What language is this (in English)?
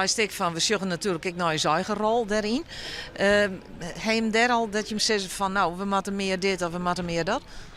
Western Frisian